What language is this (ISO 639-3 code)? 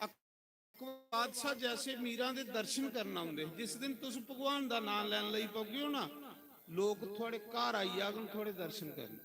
doi